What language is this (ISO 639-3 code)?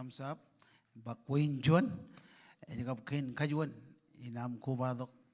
mah